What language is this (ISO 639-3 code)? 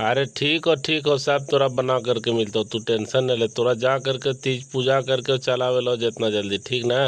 mag